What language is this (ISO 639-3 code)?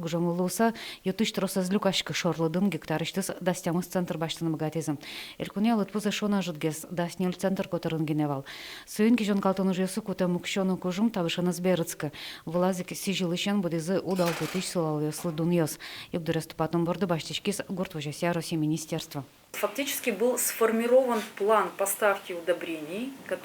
udm